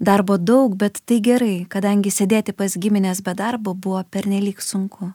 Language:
Lithuanian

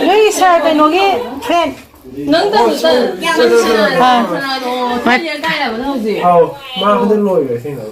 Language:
Manipuri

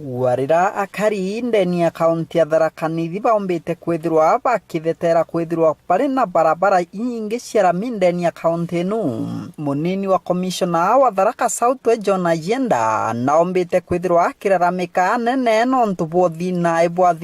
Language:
Meru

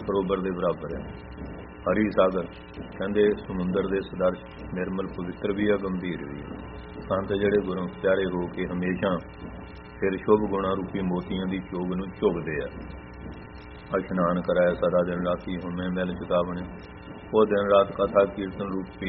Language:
Punjabi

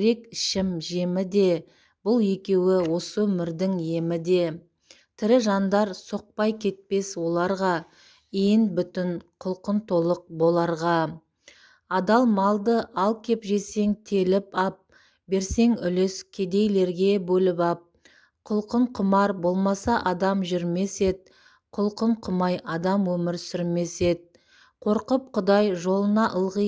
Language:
Kazakh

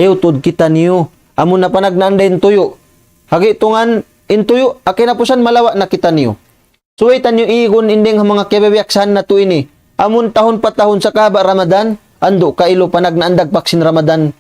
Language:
Tausug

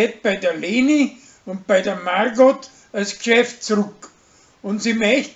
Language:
Bavarian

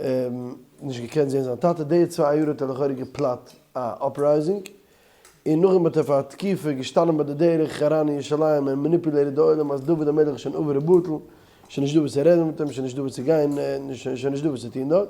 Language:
Yiddish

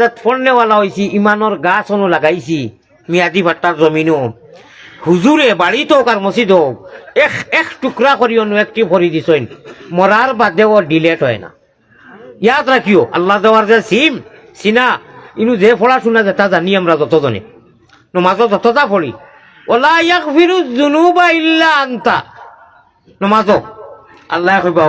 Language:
Sylheti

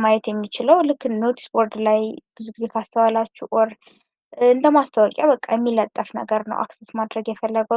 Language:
Amharic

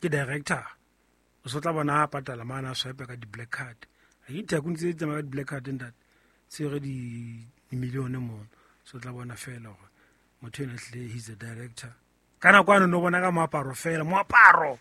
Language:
Southern Sotho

